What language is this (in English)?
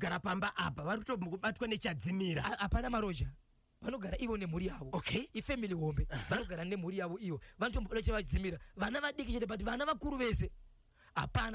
Shona